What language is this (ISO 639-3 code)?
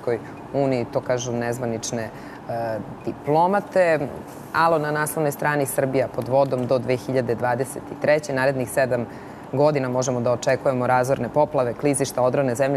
srp